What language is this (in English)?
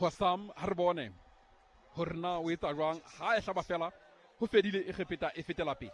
Southern Sotho